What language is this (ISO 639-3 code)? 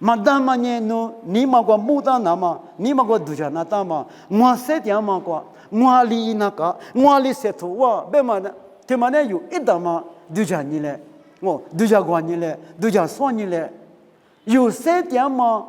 lis